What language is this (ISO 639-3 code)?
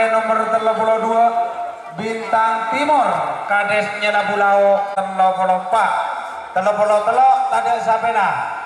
mad